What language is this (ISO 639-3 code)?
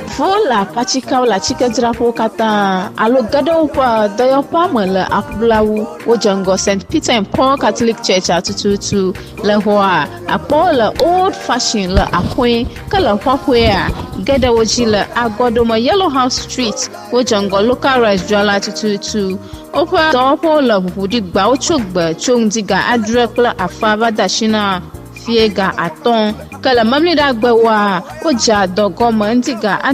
ewe